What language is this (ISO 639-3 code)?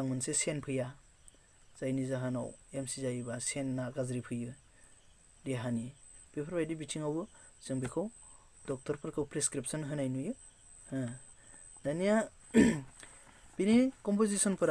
brx